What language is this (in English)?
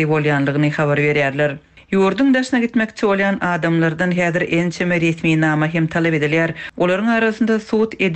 Turkmen